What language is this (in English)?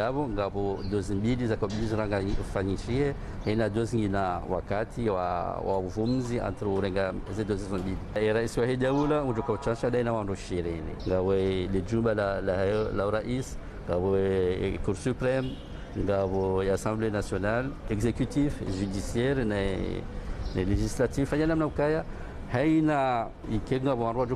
Ngazidja Comorian